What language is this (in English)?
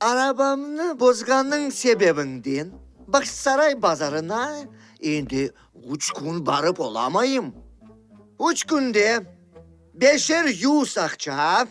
Crimean Tatar